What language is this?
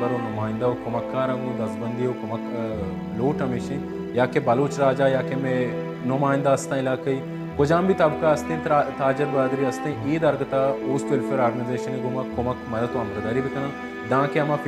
Baluchi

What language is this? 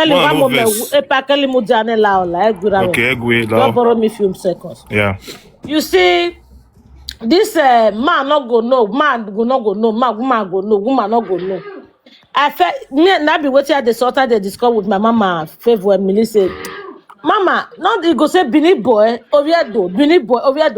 Nigerian Pidgin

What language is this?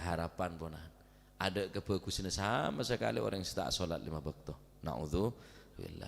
Madurese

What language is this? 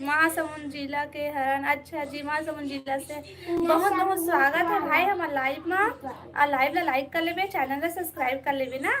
Chhattisgarhi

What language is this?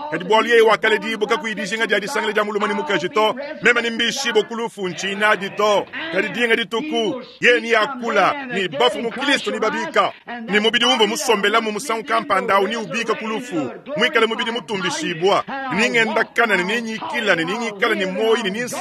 Luba-Lulua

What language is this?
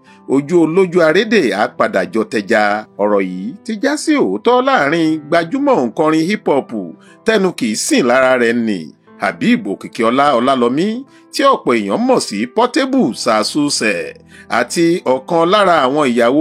Yoruba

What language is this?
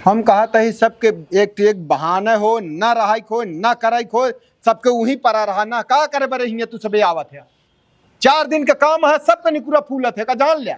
Awadhi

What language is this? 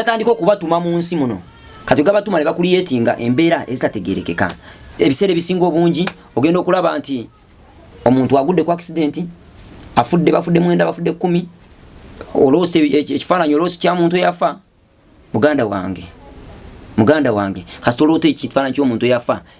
Ganda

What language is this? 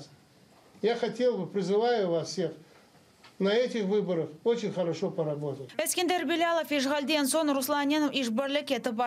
Crimean Tatar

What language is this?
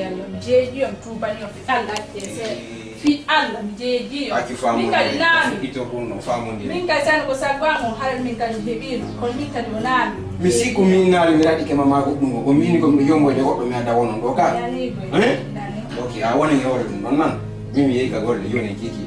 Fula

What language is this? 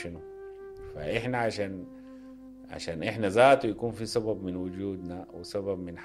Sudanese Arabic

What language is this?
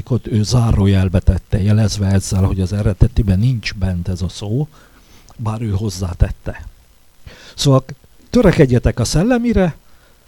Hungarian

